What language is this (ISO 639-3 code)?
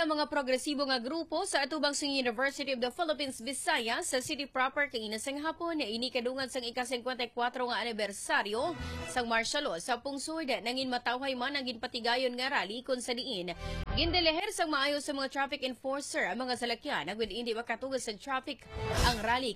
hil